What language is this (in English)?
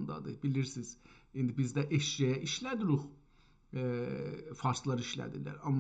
South Azerbaijani